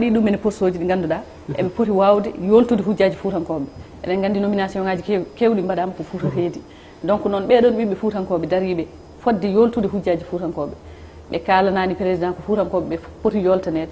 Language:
Fula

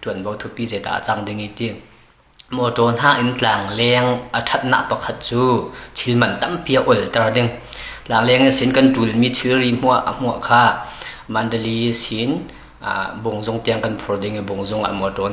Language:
Falam Chin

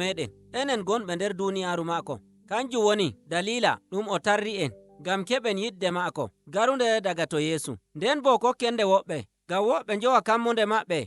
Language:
Nigerian Fulfulde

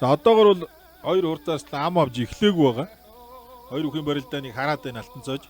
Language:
Mongolian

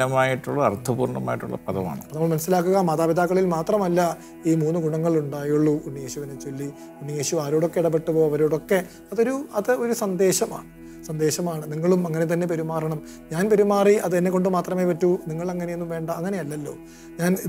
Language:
Malayalam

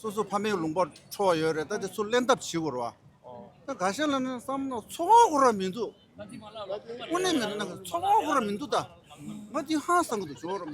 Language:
Tibetan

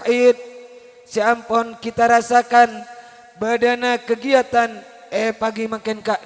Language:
Madurese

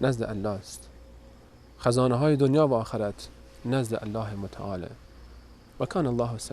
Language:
Persian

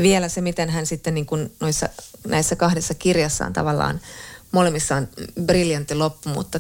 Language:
Finnish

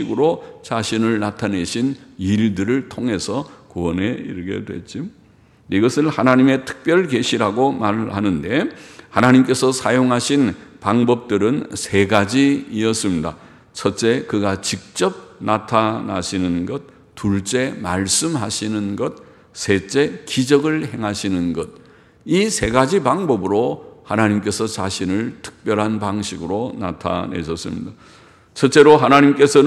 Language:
Korean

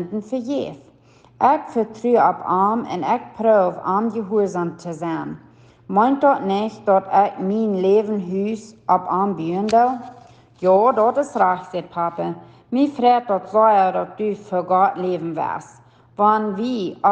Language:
Plautdietsch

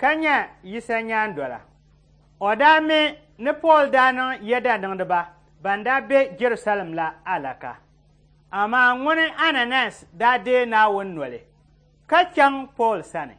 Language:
Dagbani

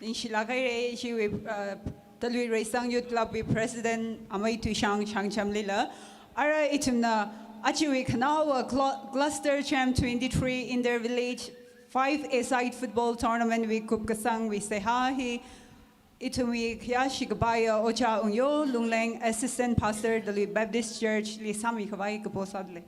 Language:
Tangkhul Naga (India)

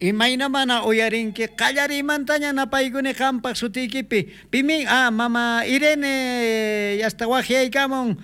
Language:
South Bolivian Quechua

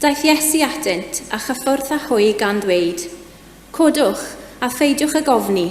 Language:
Welsh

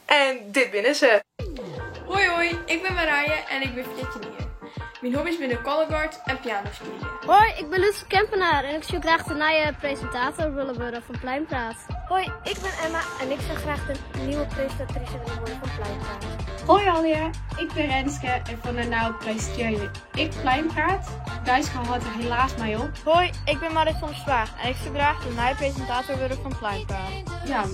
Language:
Western Frisian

